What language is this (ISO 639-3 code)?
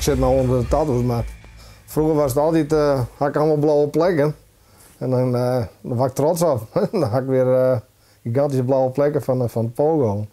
fry